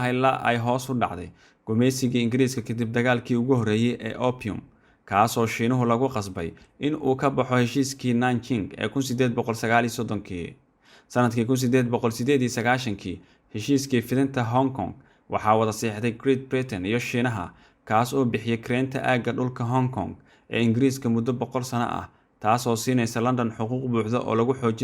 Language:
Somali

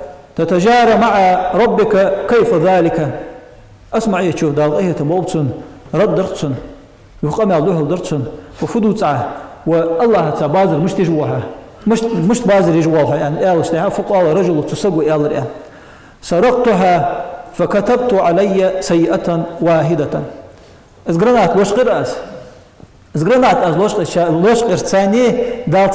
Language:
Ingush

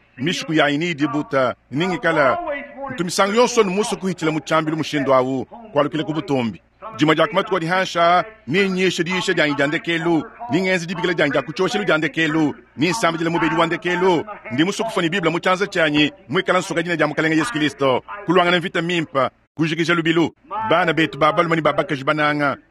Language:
Luba-Lulua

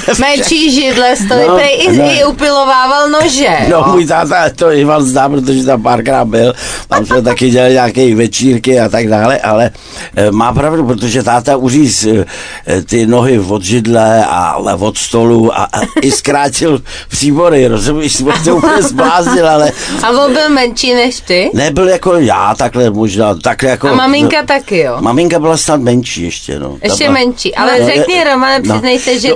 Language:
Czech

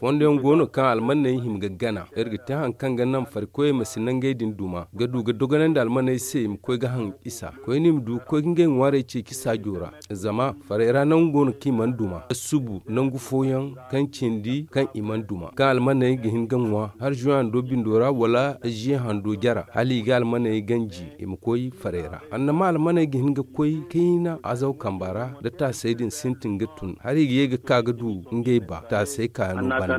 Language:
Zarma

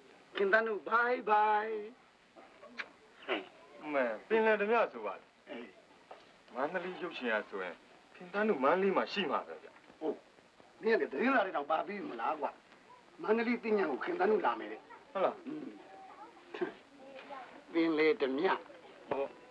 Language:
Burmese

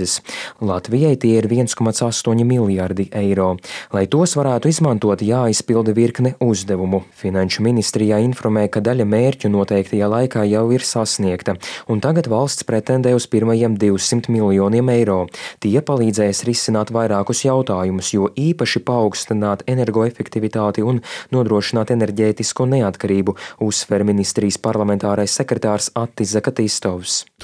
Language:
Latvian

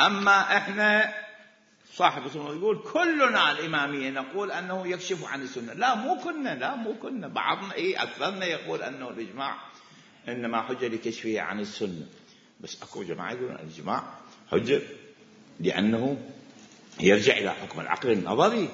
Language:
Mesopotamian Arabic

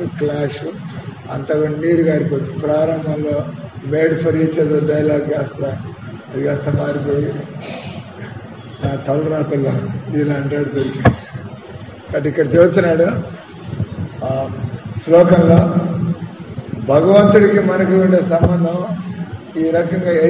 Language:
Telugu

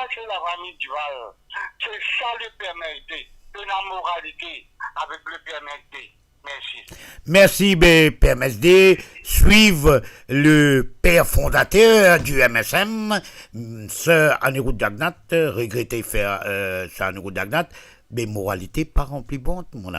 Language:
Morisyen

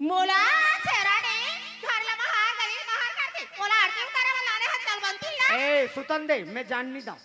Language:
Chhattisgarhi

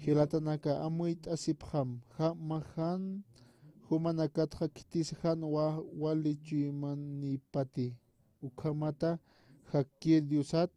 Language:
Aymara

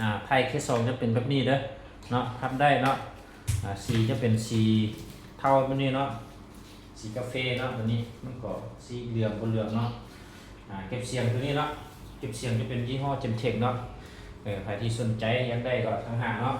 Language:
Lao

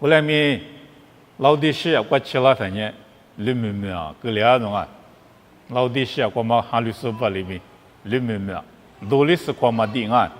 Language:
Lisu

